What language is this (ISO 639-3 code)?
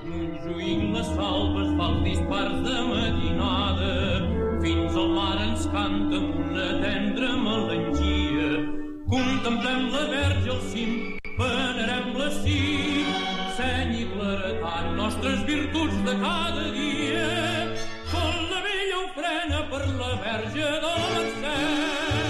cat